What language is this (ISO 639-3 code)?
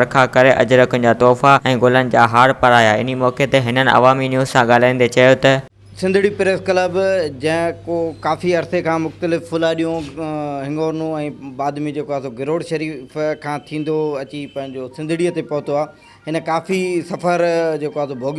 snd